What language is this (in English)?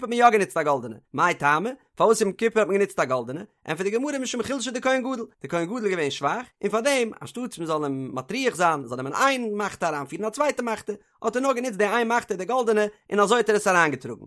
Yiddish